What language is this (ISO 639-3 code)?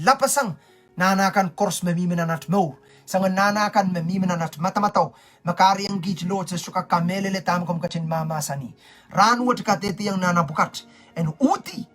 pon